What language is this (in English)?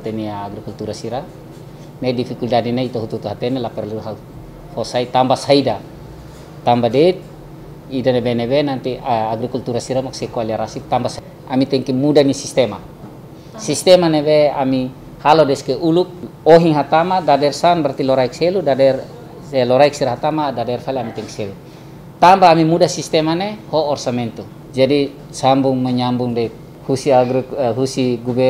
Tetum